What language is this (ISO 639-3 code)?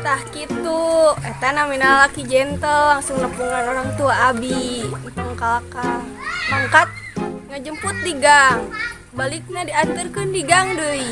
sun